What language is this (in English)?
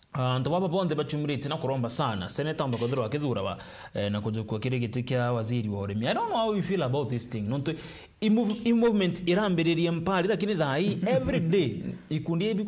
Meru